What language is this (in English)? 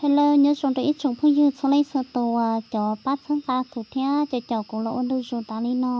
Hmong